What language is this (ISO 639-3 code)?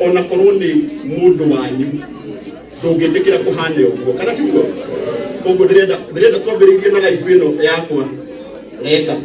kik